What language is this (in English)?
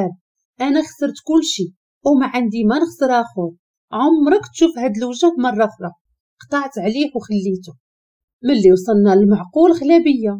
Moroccan Arabic